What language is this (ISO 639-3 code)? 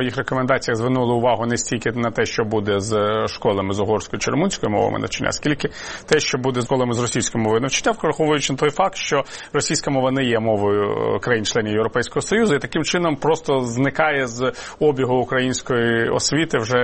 ukr